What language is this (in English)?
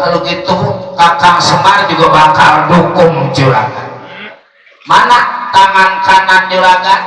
Betawi